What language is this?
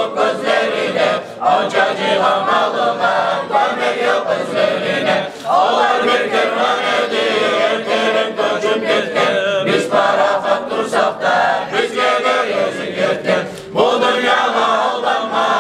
Kumyk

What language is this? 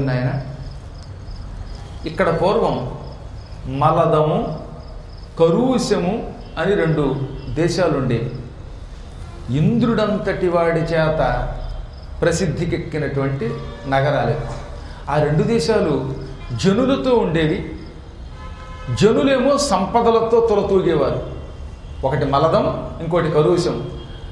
Telugu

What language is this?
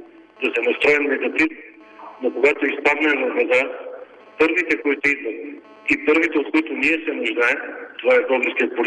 Bulgarian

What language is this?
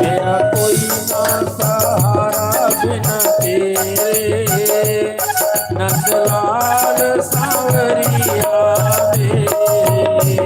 Dogri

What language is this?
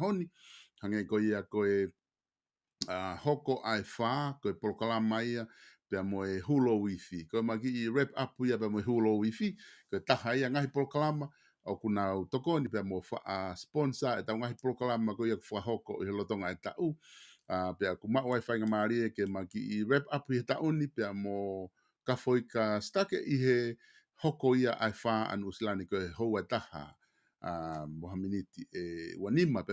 Tongan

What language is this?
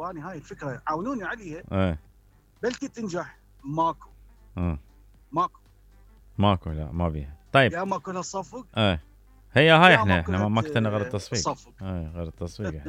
Mesopotamian Arabic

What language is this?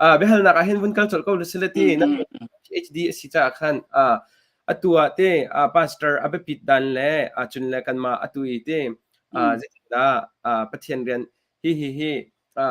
Hakha Chin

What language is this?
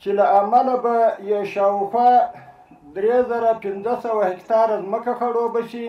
Pashto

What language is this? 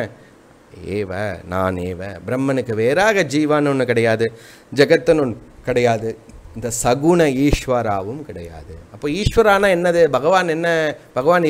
Tamil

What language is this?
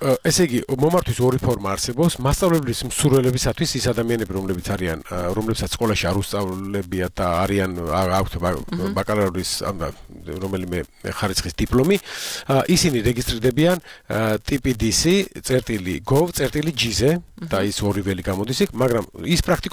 Georgian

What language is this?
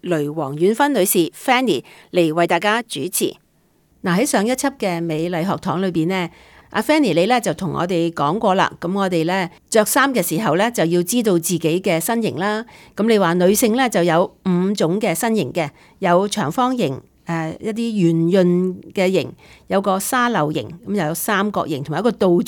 Cantonese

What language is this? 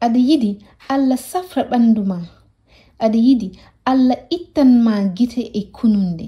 Fula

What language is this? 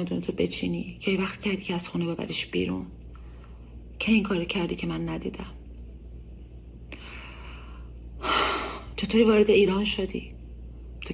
Persian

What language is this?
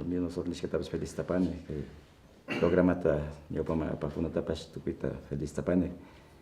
Imbabura Highland Quichua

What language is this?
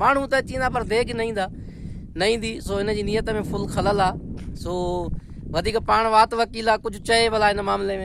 Sindhi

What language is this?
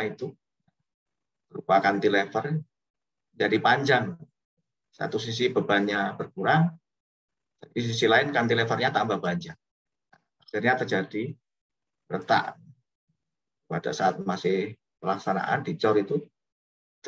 Indonesian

